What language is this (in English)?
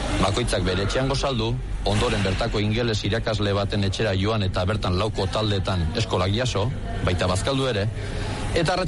Basque